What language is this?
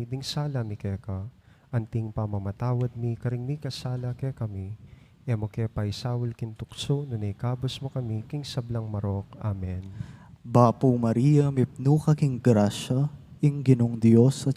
Pampanga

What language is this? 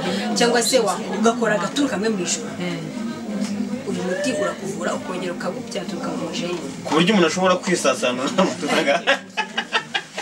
Kinyarwanda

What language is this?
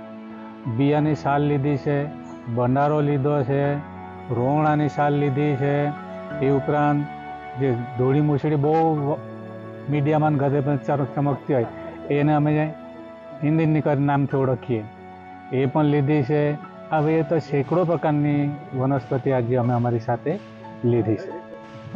Gujarati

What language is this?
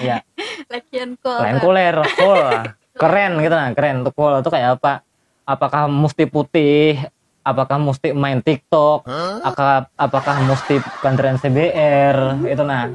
Banjar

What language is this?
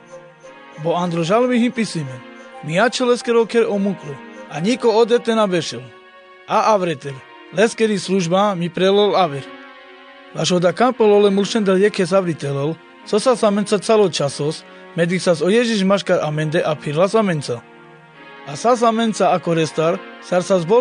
Carpathian Romani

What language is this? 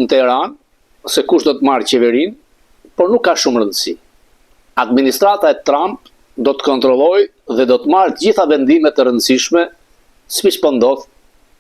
Albanian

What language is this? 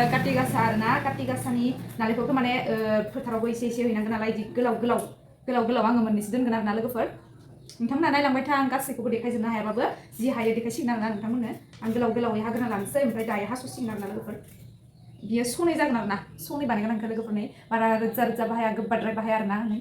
Bodo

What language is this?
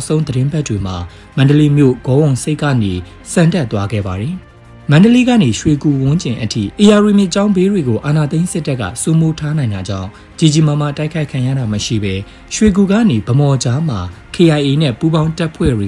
Burmese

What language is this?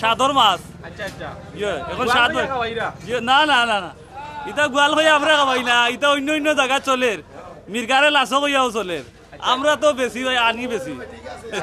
Sylheti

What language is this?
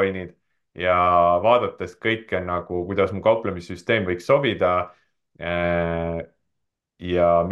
Estonian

